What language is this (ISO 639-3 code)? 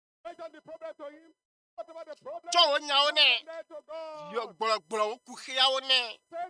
ewe